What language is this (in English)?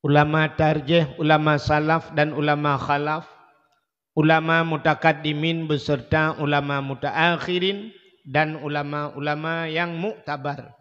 Achinese